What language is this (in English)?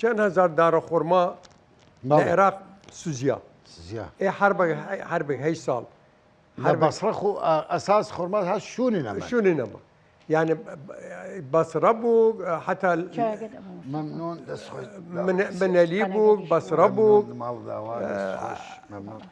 Southern Kurdish